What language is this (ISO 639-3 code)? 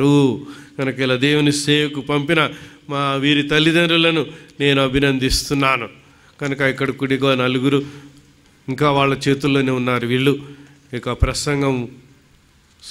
tel